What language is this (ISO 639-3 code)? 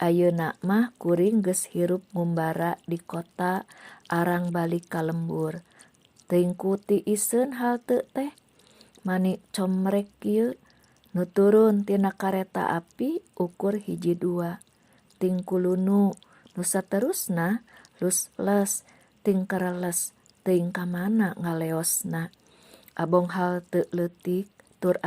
sun